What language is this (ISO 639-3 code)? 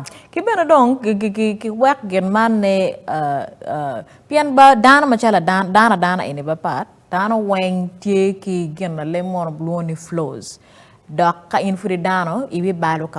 ach